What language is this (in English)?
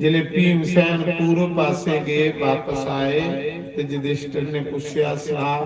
Dogri